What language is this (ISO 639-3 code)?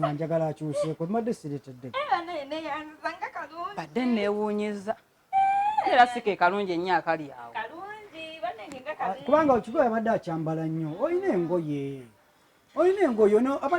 lug